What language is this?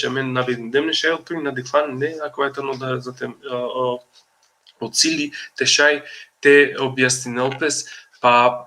Balkan Romani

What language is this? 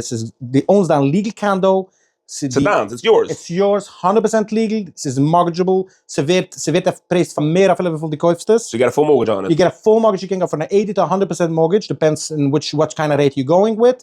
Yiddish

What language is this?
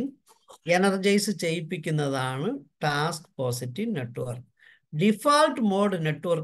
Malayalam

